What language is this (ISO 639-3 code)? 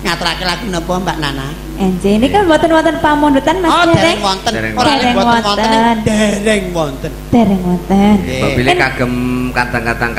jav